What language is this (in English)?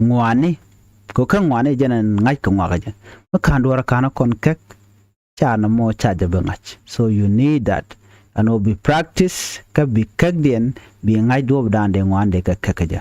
Nuer